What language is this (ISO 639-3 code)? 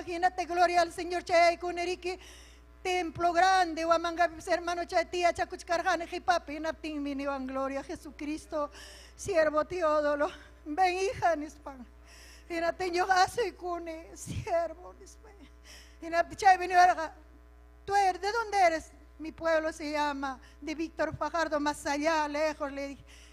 quy